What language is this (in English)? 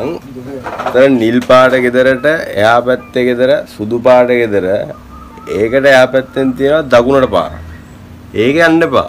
Sinhala